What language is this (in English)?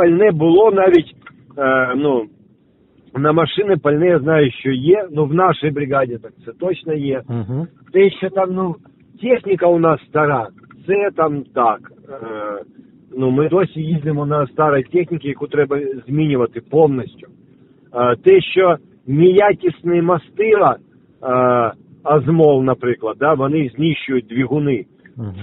Ukrainian